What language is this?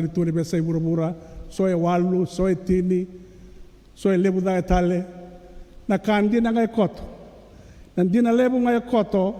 Fijian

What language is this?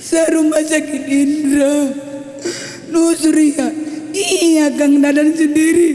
Batak Karo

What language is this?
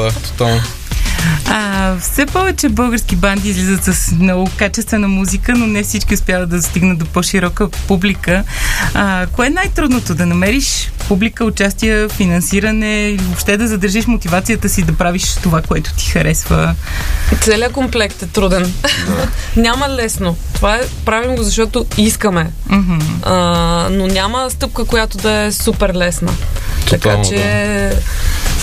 Bulgarian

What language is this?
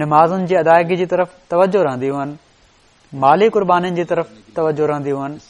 Sindhi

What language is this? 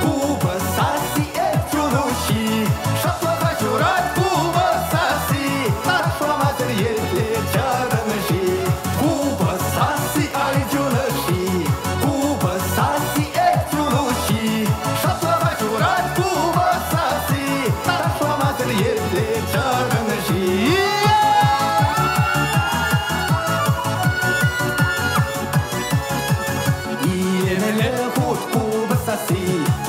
Chuvash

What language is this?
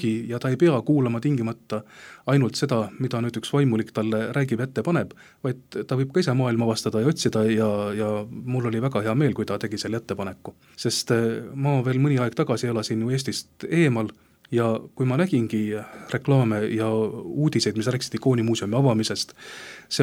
Estonian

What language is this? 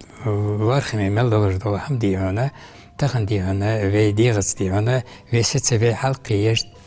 Ingush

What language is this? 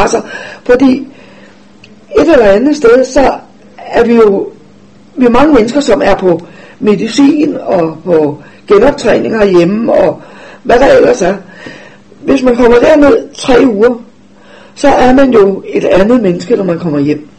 Danish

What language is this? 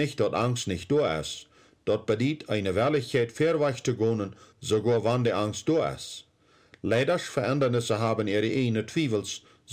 Plautdietsch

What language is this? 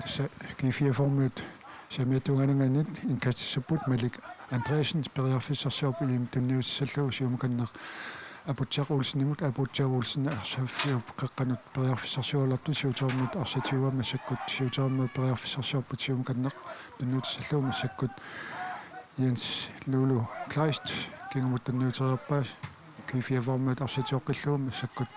Kalaallisut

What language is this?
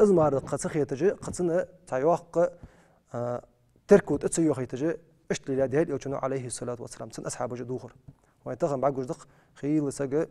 Ingush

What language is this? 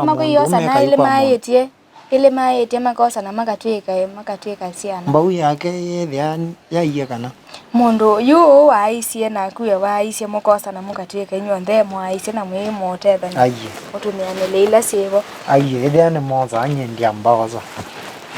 Kamba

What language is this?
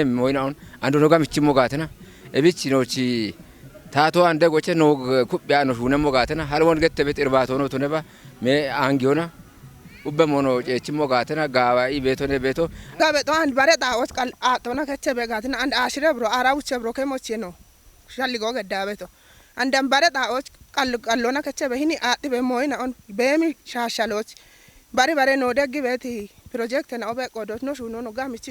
Kafa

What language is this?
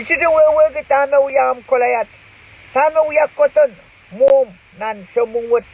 Pohnpeian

